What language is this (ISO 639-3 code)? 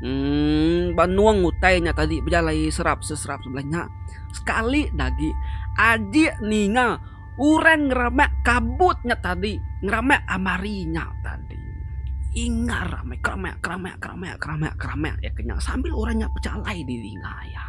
iba